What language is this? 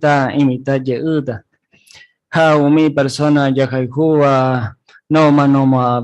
Guarani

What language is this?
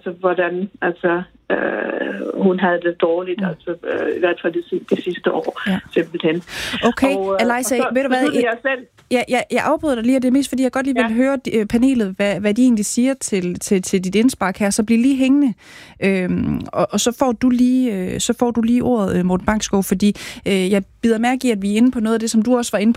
Danish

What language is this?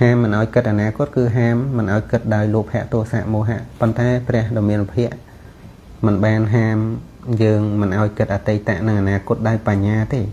Khmer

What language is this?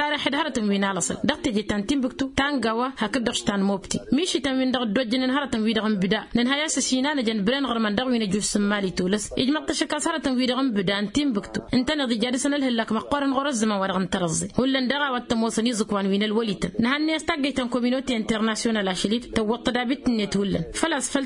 Tamasheq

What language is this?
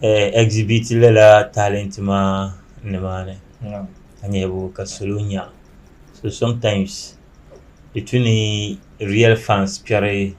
Dagbani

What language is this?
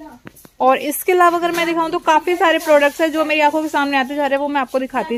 Hindi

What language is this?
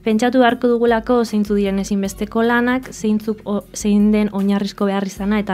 Basque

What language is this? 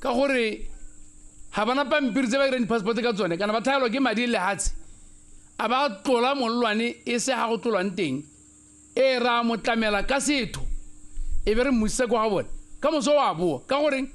Tswana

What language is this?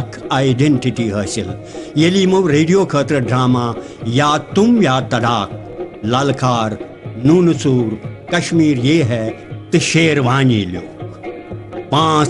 Kashmiri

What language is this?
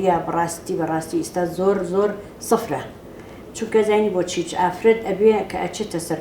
Central Kurdish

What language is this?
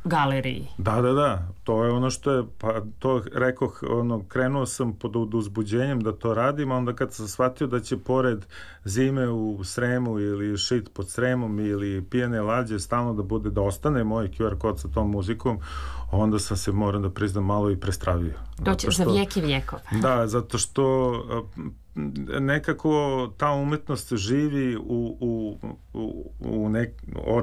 Serbian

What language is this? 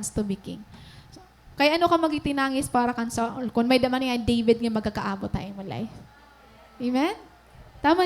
Waray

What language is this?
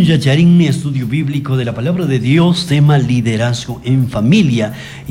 Chimborazo Highland Quichua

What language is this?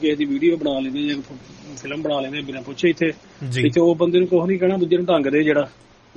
Punjabi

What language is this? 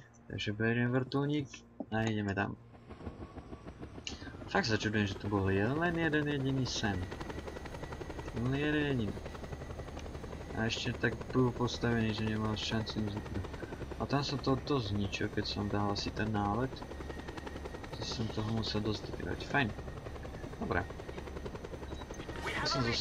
Slovak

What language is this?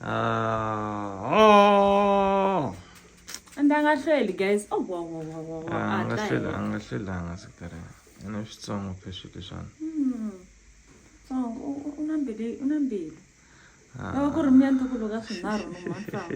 Tsonga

